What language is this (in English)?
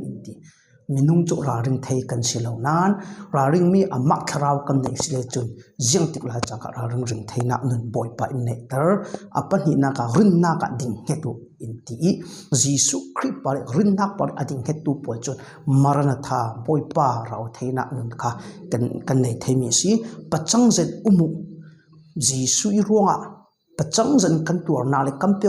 Falam Chin